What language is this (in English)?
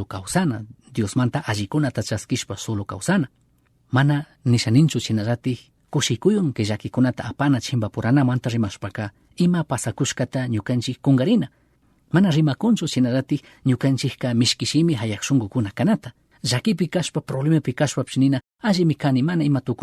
Chimborazo Highland Quichua